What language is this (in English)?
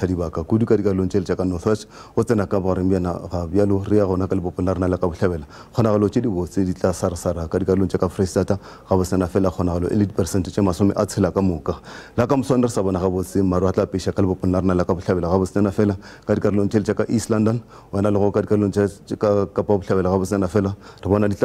Northern Sotho